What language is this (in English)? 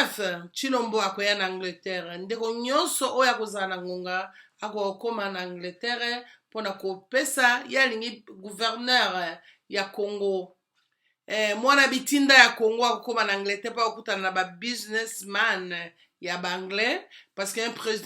Lingala